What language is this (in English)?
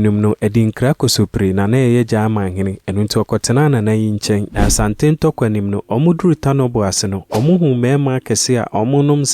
Akan